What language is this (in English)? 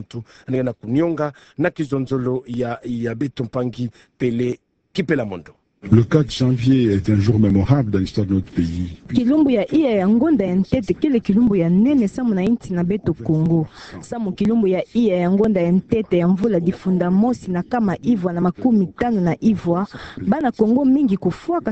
Kituba (Democratic Republic of Congo)